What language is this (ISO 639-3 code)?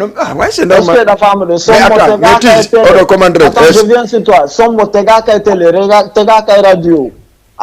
ful